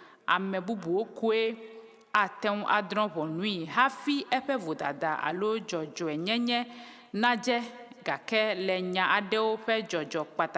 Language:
Ewe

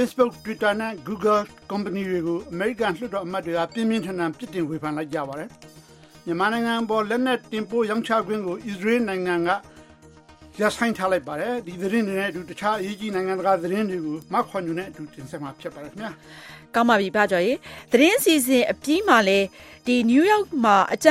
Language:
Burmese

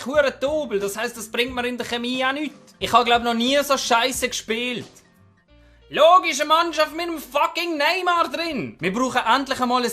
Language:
Swiss German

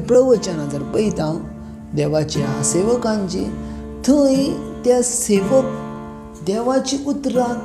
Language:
Konkani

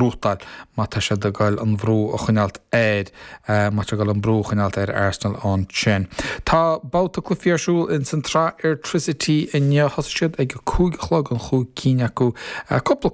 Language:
Irish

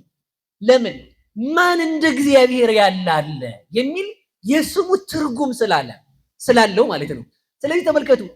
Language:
Amharic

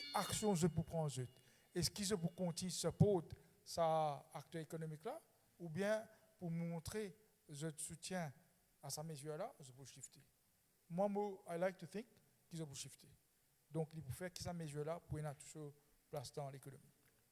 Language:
Morisyen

